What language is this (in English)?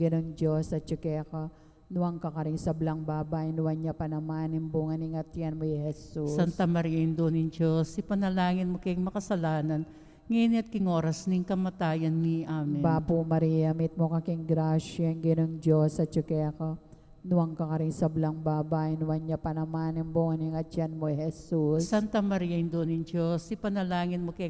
Pampanga